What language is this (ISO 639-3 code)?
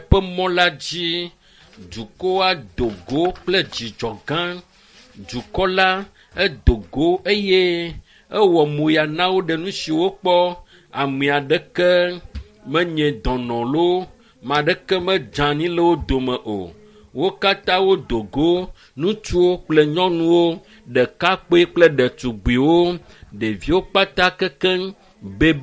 ewe